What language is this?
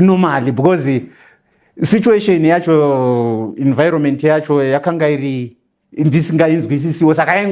Shona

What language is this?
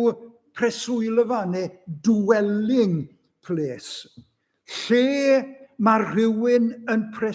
Welsh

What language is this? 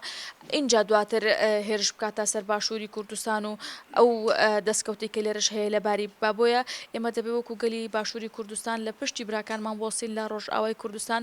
Central Kurdish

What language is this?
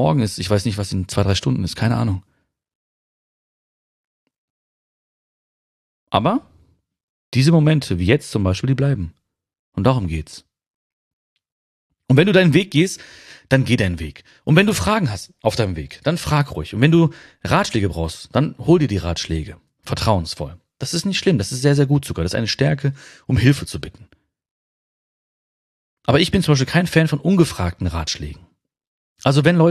German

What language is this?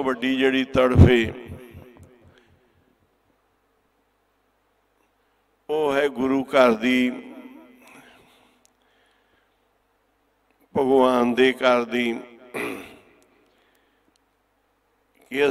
Punjabi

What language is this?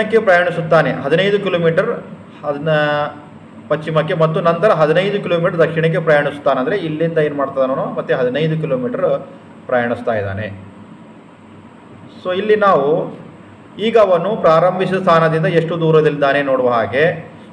Kannada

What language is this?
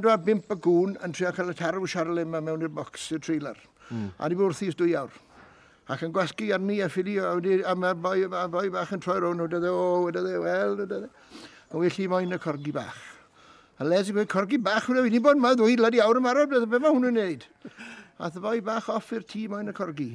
Welsh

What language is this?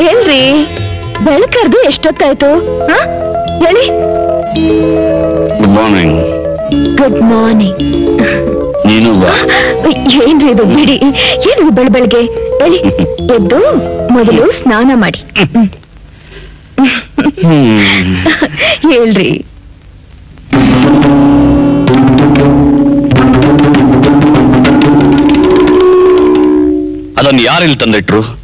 Kannada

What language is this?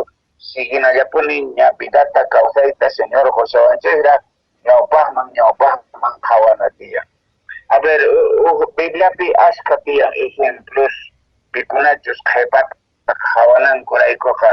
Quechua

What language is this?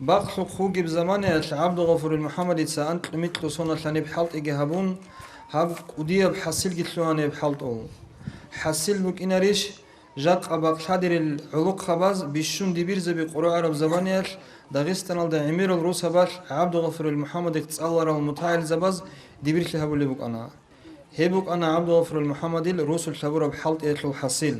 Avaric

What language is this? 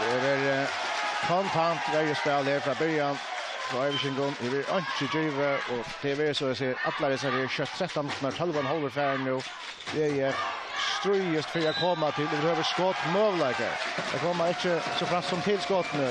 Faroese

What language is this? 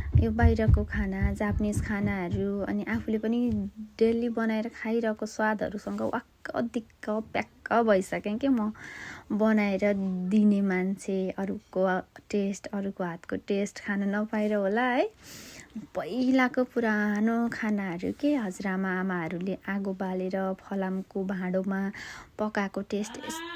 Nepali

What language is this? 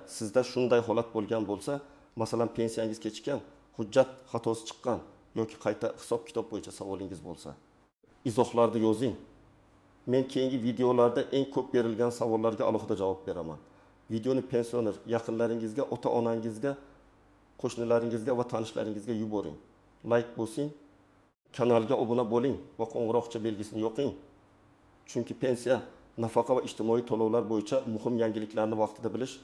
Uzbek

